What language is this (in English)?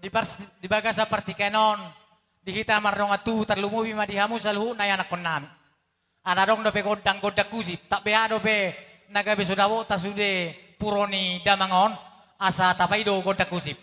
Batak Toba